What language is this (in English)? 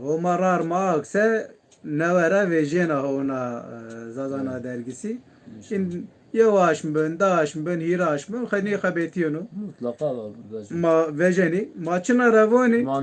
Zaza